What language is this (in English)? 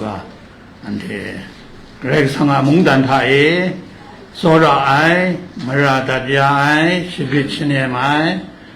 Kachin